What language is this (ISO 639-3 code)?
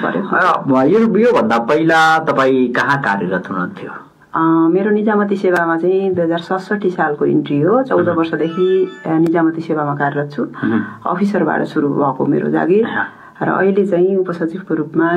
nep